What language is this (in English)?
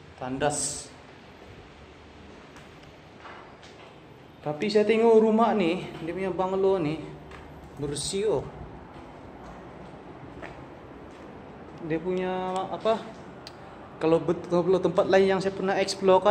Malay